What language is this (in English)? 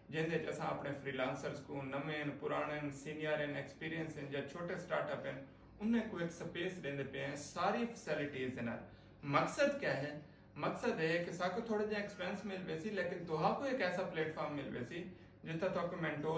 Saraiki